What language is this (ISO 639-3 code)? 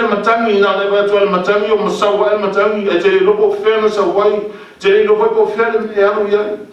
smo